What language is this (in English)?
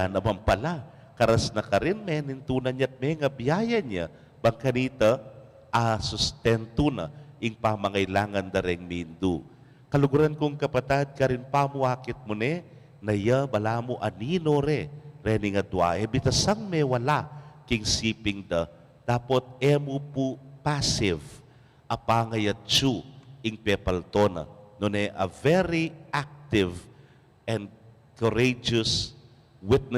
Pampanga